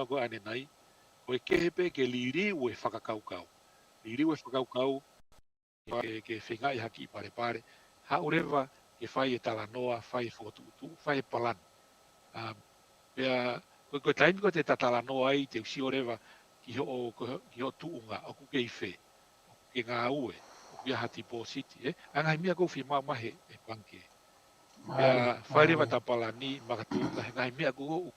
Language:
Tongan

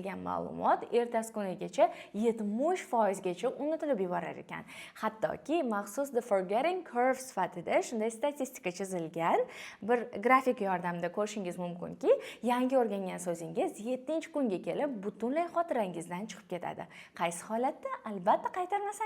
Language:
Uzbek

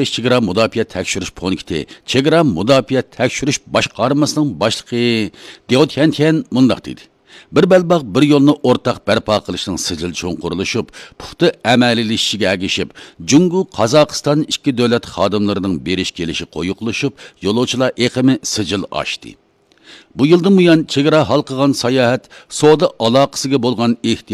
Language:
Uyghur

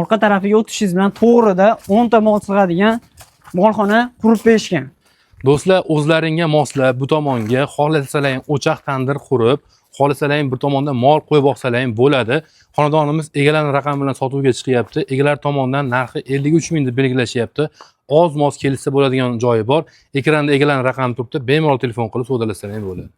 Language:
Uzbek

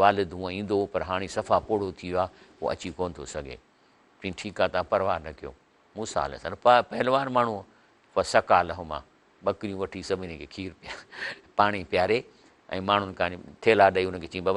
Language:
Sindhi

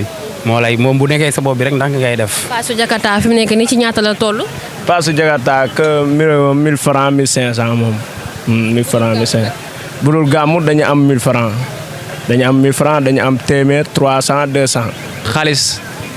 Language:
Wolof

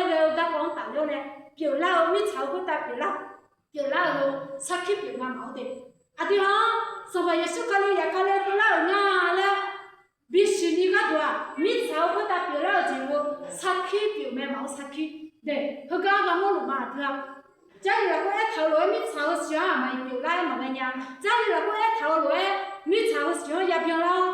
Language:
Akha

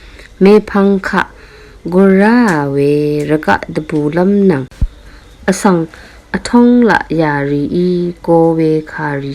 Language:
Rawang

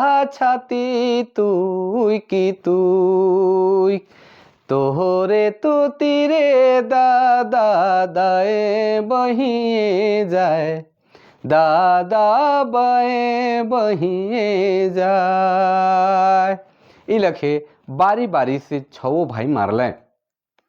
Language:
Sadri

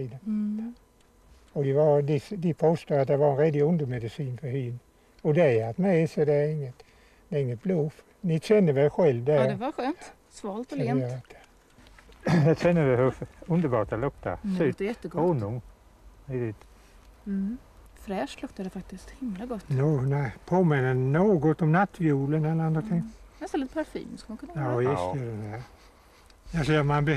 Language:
Swedish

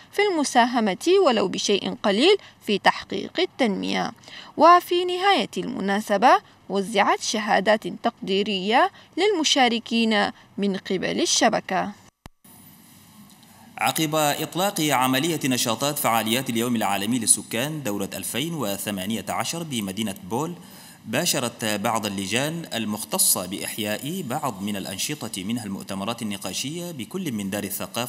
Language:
Arabic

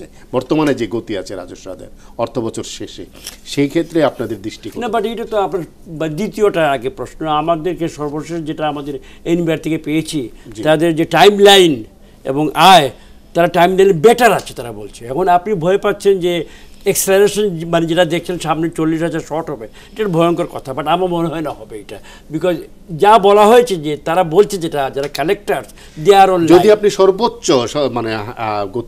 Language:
Bangla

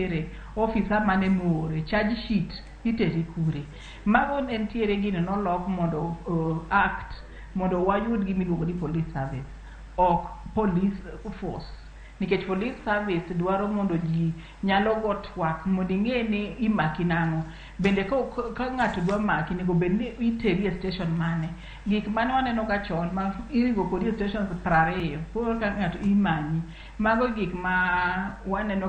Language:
Luo (Kenya and Tanzania)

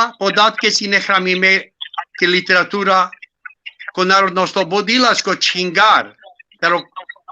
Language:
Balkan Romani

